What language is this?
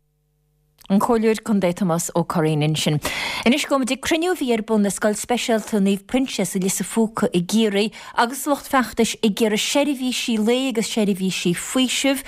Irish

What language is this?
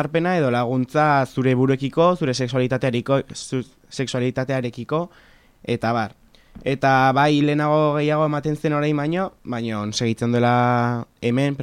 Basque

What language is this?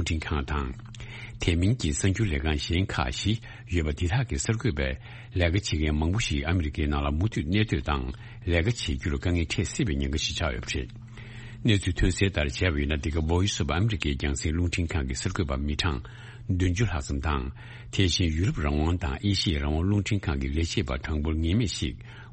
Tibetan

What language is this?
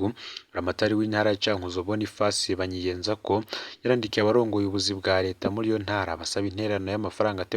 Rundi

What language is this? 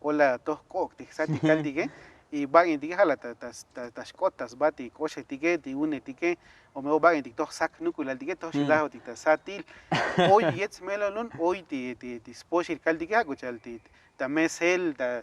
Tzotzil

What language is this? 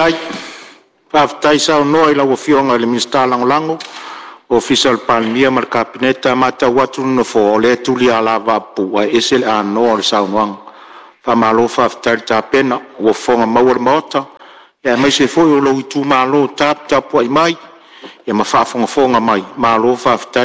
Samoan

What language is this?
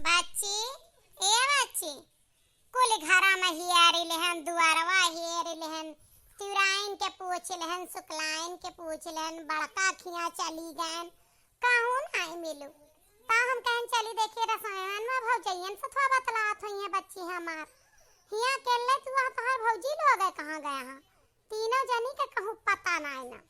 Awadhi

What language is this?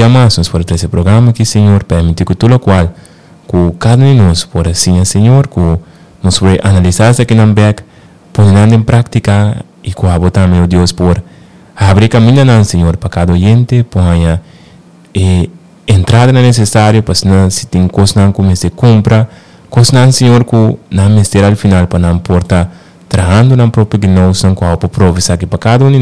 Papiamento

